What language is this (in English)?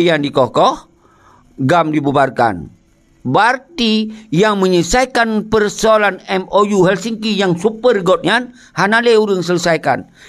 Achinese